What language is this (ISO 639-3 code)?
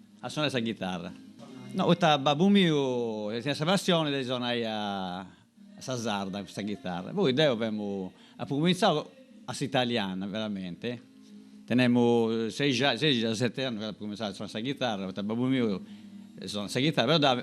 srd